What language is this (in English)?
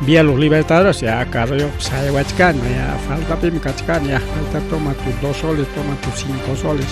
Ayacucho Quechua